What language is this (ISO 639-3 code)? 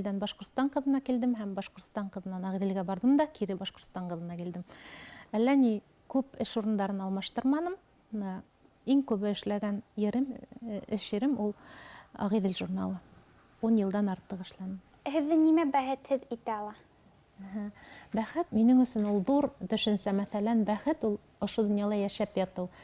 bak